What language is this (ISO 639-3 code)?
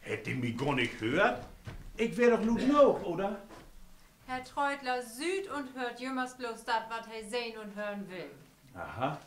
nds